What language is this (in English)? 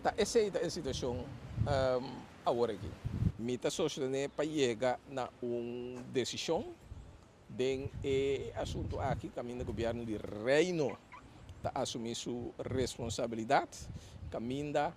Papiamento